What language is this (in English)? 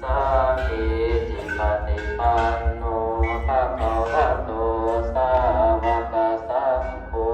Pali